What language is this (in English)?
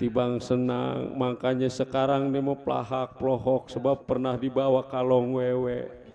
Betawi